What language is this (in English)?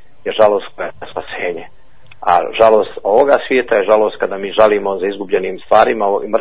Croatian